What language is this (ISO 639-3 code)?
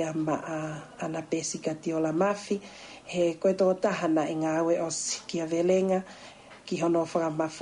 ton